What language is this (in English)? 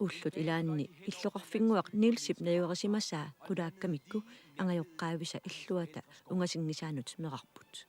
Kalaallisut